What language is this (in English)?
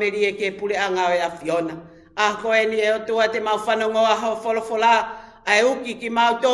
Tongan